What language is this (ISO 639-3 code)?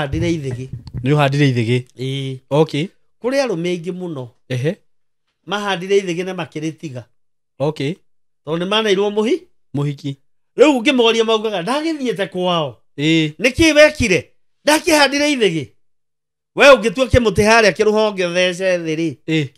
kik